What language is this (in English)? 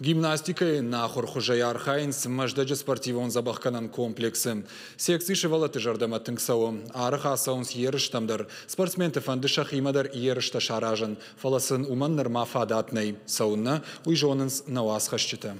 Ossetic